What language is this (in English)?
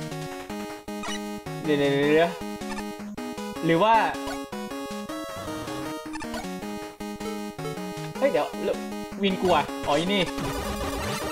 Thai